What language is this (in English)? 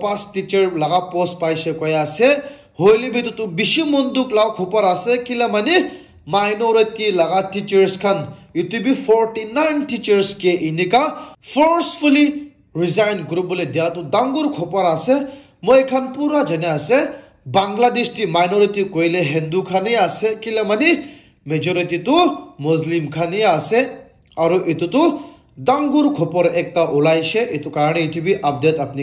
Naga Pidgin